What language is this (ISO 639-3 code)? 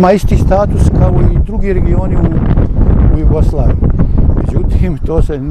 bos